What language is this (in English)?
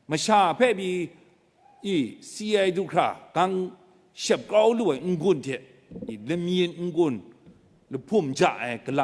Kachin